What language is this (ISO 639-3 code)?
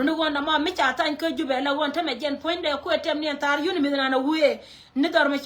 nus